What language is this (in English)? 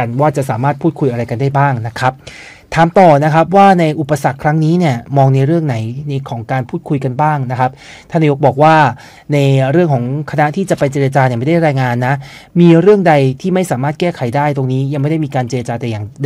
Thai